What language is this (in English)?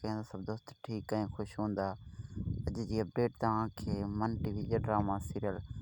Sindhi